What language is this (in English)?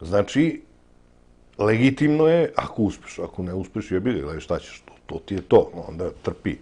Serbian